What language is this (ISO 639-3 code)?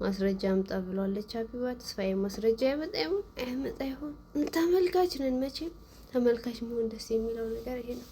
amh